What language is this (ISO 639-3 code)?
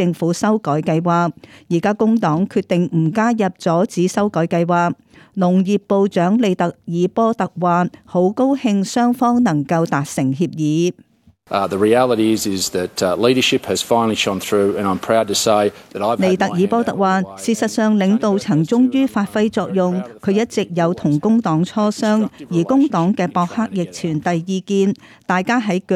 yue